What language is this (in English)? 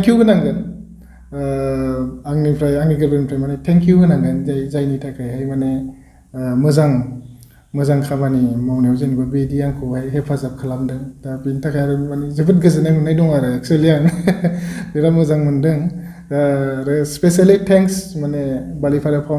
Bodo